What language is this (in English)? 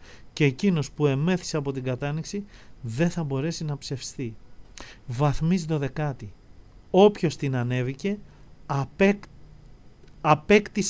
Greek